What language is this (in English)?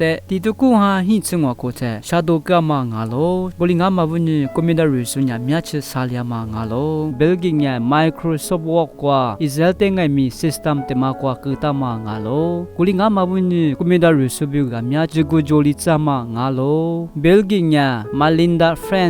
Lisu